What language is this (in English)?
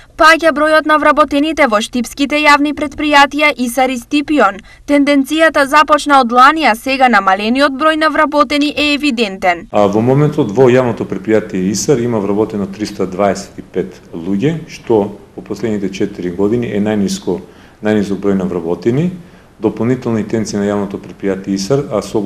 Macedonian